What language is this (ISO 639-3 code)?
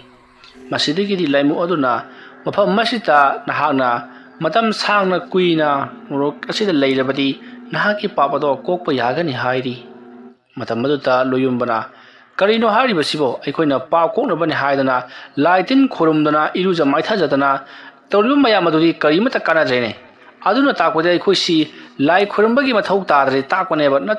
mni